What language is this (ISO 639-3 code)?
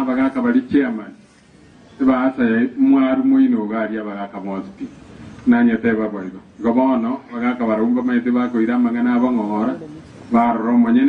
guz